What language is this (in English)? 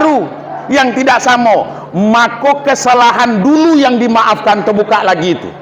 Minangkabau